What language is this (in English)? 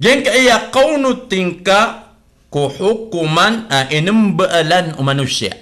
Maranao